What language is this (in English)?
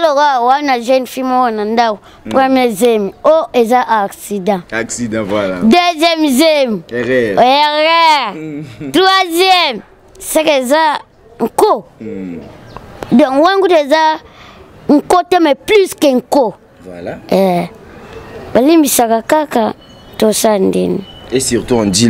Lingala